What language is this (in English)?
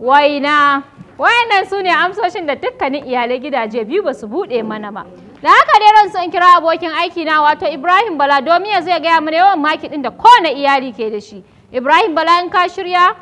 Hausa